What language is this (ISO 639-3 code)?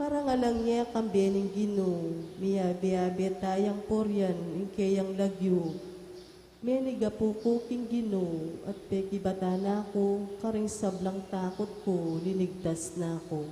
pam